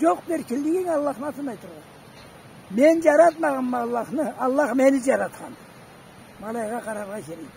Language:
Karachay-Balkar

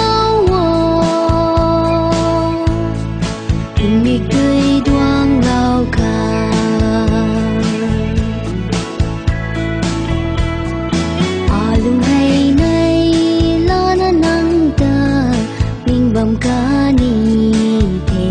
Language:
Vietnamese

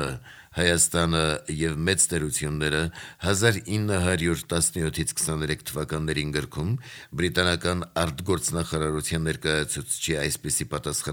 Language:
Armenian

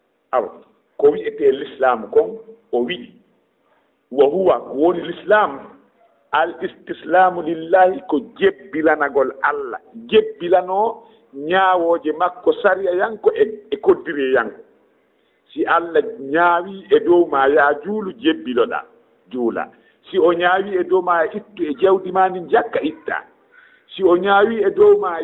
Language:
Fula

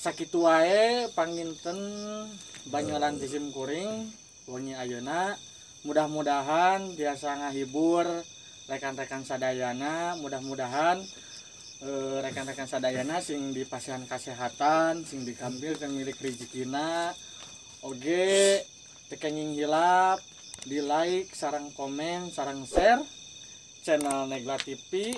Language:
Sundanese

